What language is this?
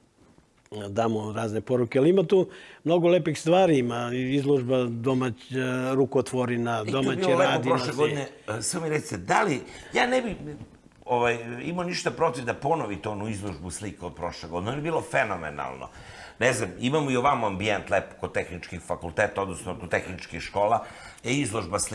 Serbian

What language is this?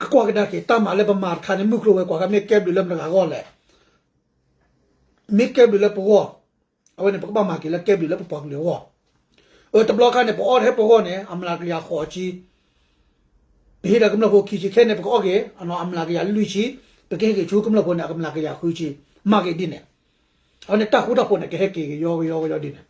S'gaw Karen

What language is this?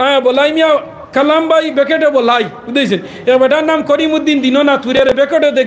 Sylheti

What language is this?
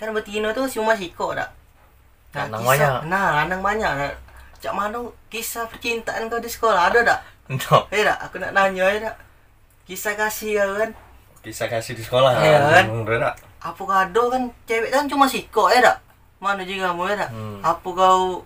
Musi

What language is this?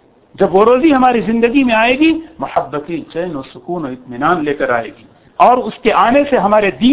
Urdu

